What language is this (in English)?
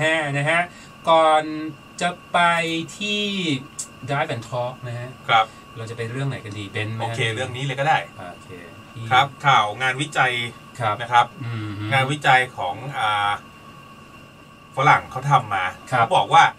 Thai